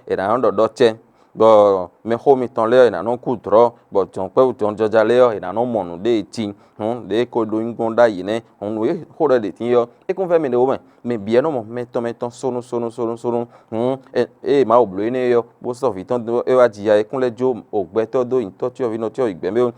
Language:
Fon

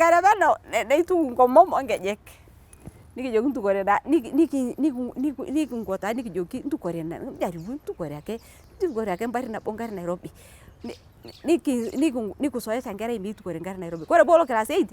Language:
Masai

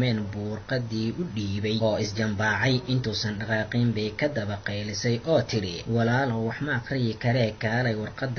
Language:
Somali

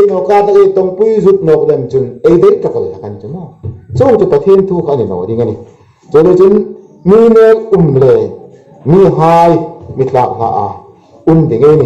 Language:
Hmar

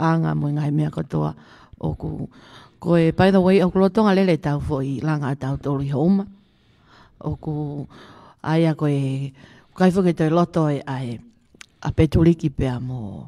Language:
Tongan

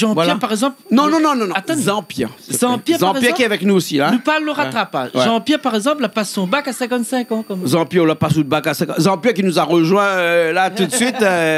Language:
Réunion Creole French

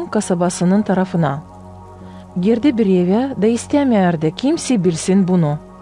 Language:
Gagauz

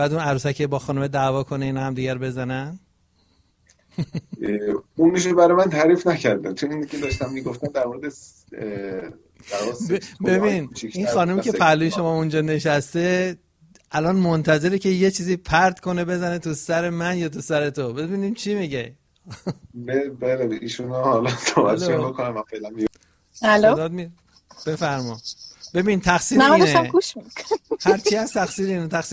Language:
Persian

